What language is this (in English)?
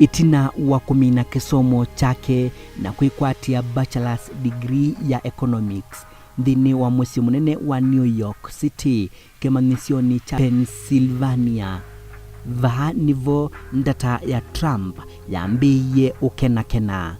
Kamba